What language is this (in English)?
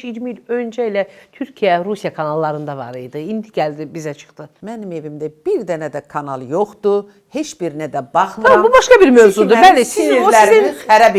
Azerbaijani